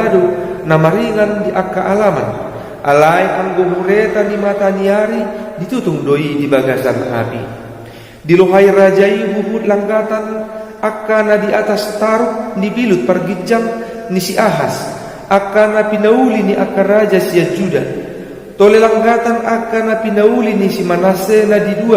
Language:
Batak Toba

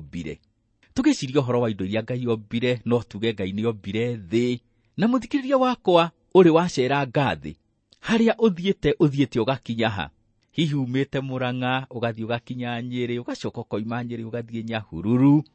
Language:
Kikuyu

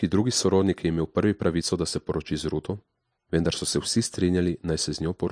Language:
Slovenian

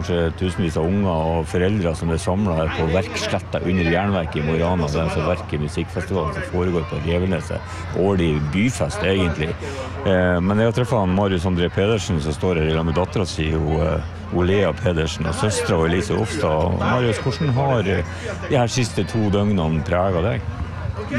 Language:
Norwegian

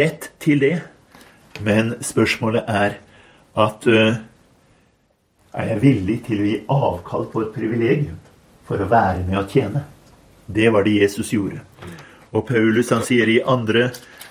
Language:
Norwegian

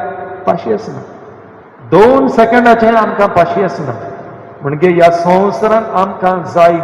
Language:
Konkani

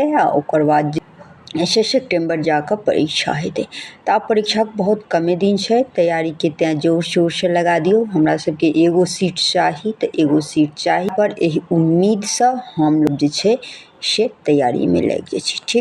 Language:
Maithili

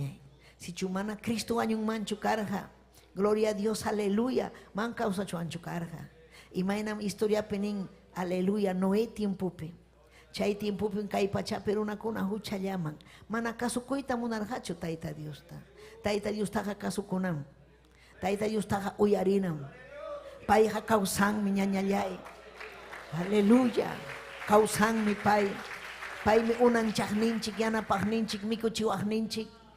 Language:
Ayacucho Quechua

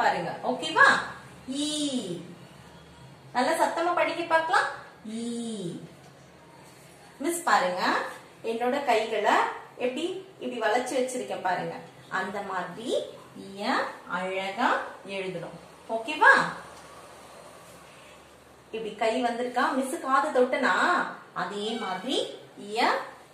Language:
Tamil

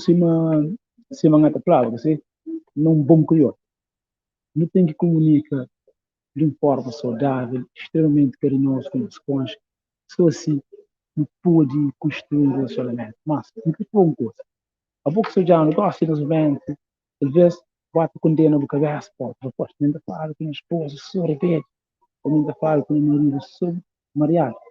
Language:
Kabuverdianu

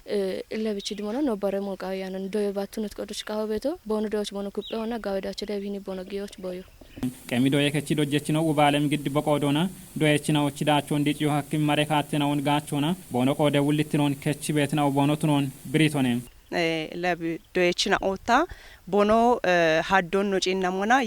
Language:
Kafa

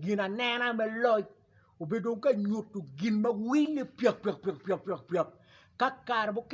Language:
Acoli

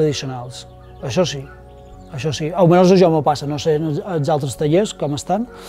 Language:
Catalan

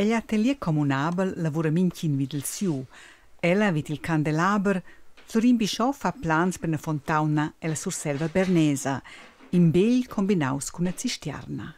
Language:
Romansh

